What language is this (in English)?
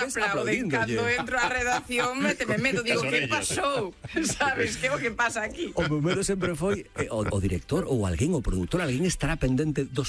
Galician